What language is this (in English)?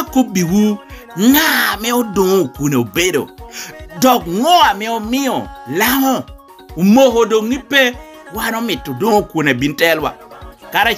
Lango (Uganda)